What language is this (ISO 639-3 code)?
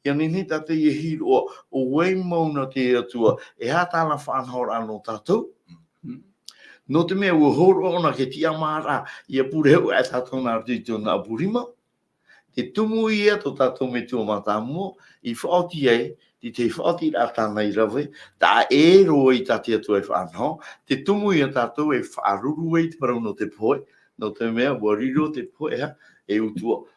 tah